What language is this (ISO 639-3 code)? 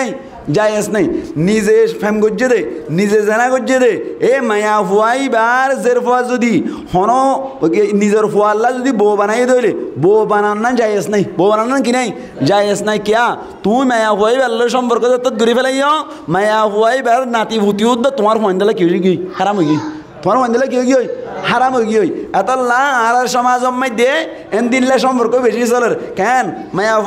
rhg